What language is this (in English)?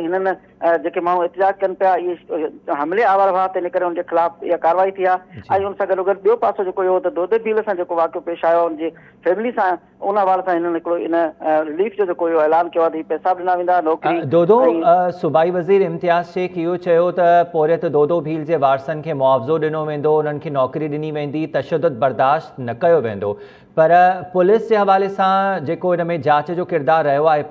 Sindhi